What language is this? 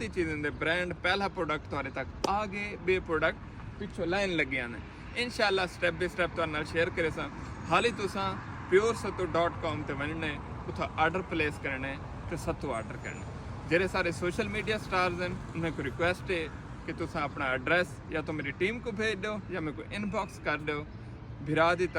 Saraiki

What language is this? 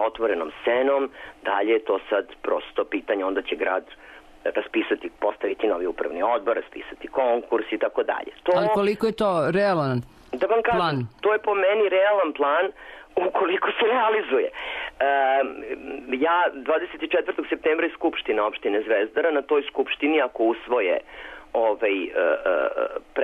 Serbian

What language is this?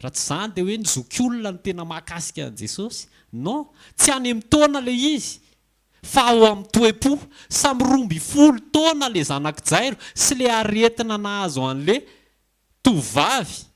Malagasy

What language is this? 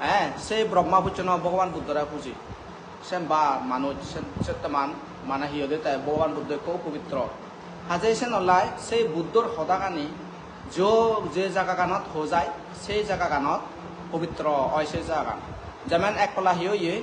Chakma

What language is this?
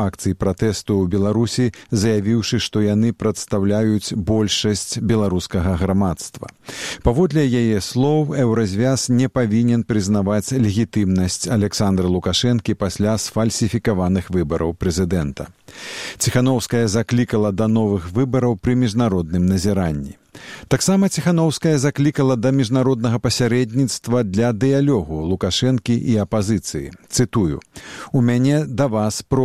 Belarusian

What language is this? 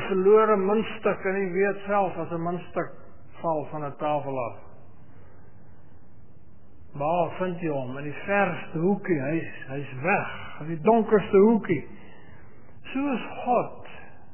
Afrikaans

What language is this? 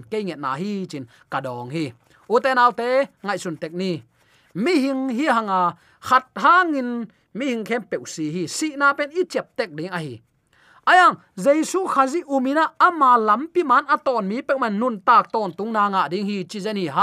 Tedim Chin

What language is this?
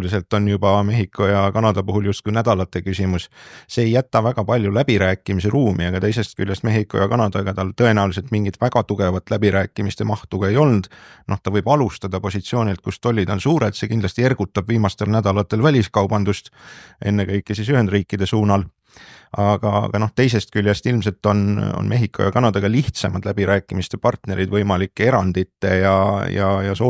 Estonian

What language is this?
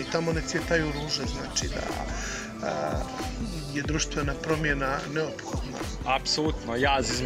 Croatian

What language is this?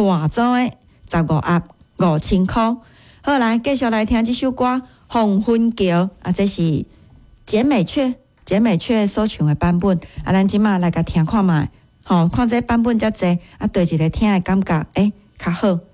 Min Nan Chinese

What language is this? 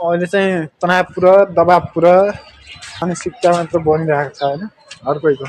Nepali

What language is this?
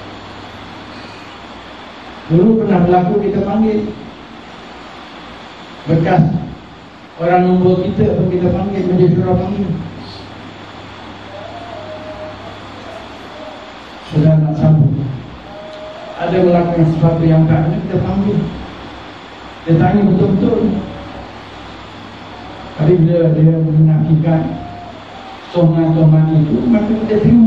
Malay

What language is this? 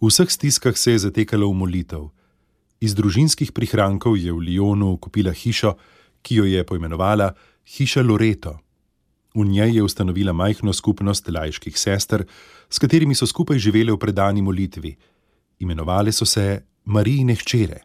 Slovenian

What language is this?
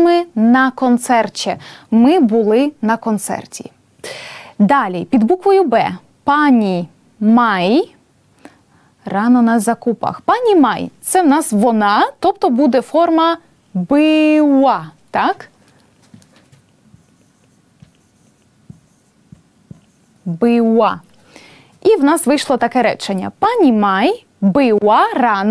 Ukrainian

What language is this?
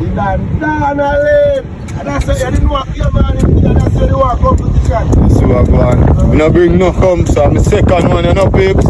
Jamaican Creole English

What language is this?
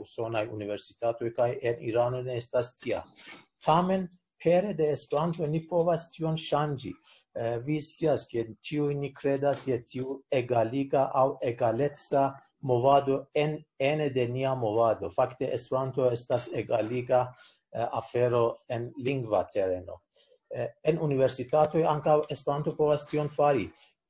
Esperanto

